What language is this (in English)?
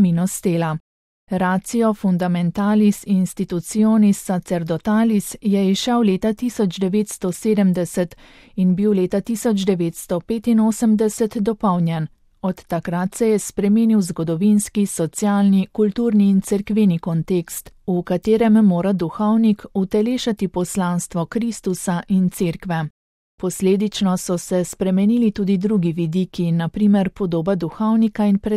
Slovenian